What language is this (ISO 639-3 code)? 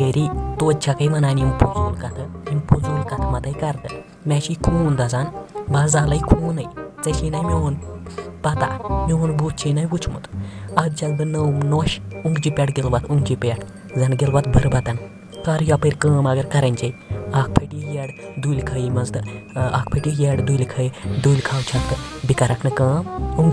kas